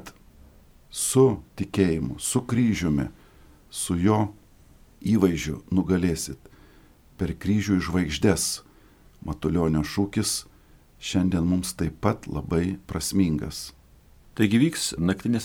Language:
Lithuanian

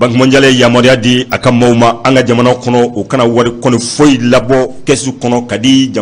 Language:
Bambara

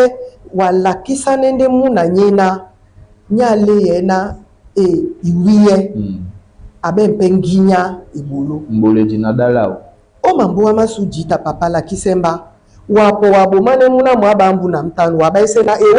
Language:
Duala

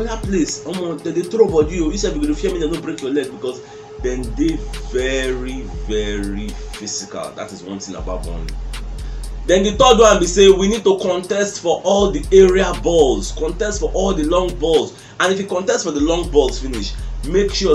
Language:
Nigerian Pidgin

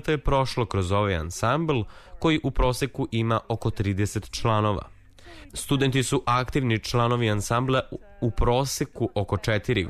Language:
Serbian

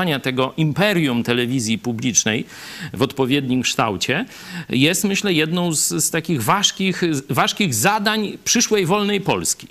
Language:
Polish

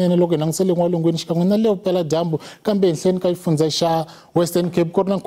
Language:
Tsonga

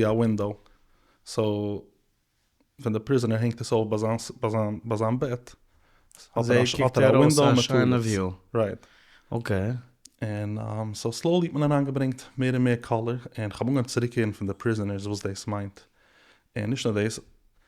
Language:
Yiddish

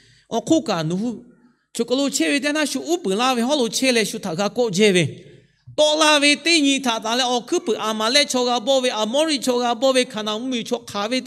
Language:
Lahu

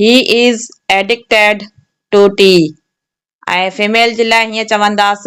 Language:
Sindhi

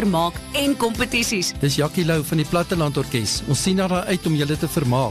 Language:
Afrikaans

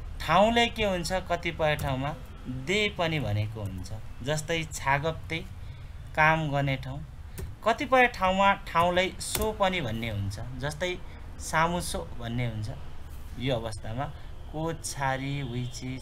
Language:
Nepali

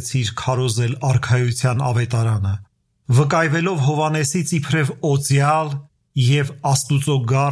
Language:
Armenian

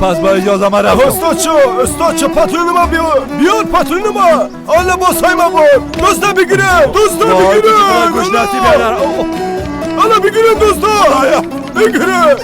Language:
Persian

